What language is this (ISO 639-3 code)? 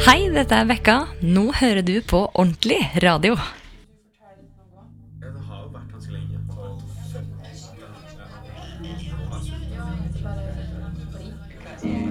nor